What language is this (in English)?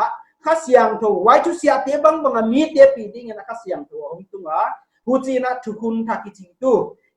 Paite Chin